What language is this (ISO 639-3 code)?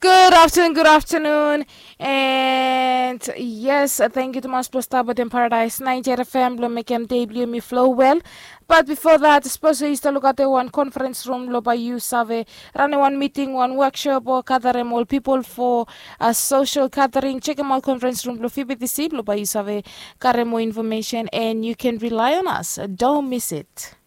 bis